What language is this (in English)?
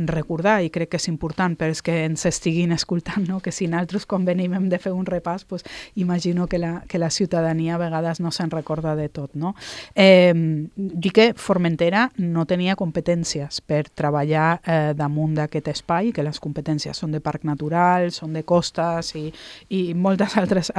Catalan